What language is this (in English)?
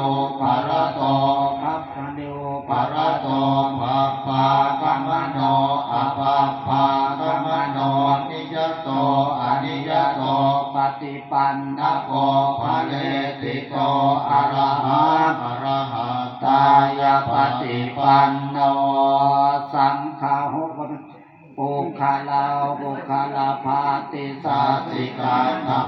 Pali